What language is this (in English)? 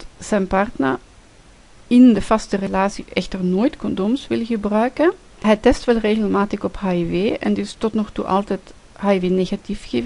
Dutch